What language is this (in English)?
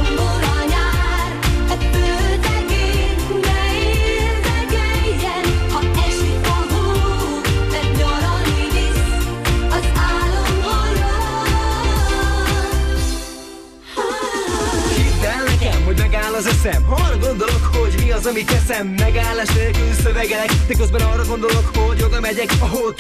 Hungarian